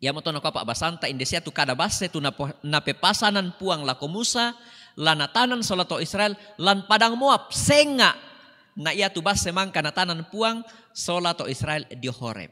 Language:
Toraja-Sa'dan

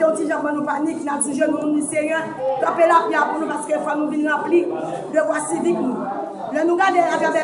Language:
Haitian Creole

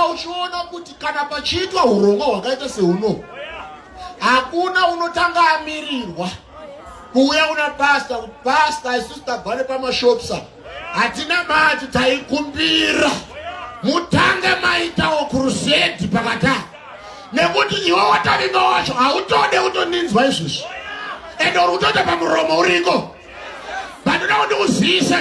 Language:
Shona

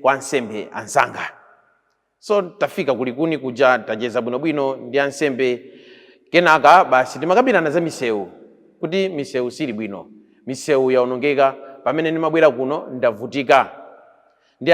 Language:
Nyanja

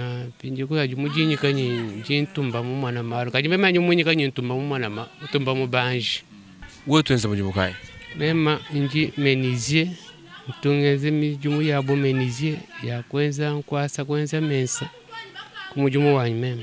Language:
Luba-Lulua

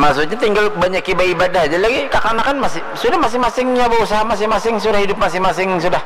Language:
Banjar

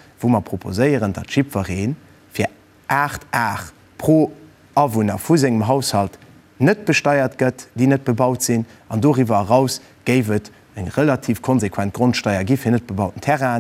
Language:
Luxembourgish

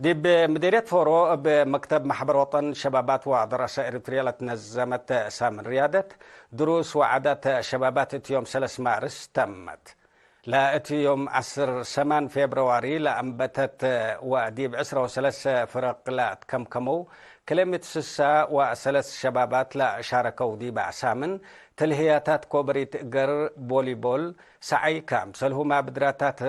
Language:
Tigre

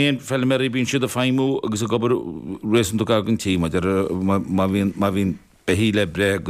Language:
Irish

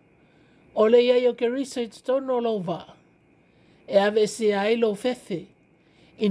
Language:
Samoan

